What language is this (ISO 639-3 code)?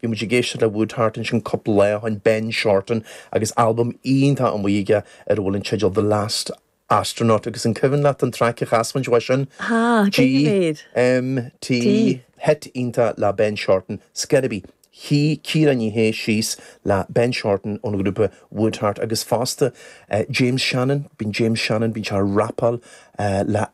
gle